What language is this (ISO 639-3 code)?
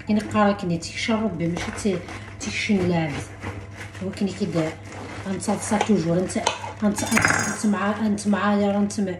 kab